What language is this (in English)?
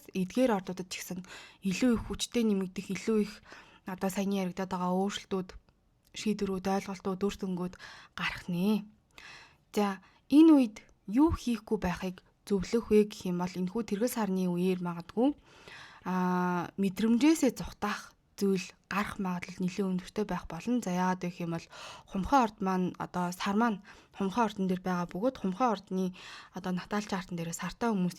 Mongolian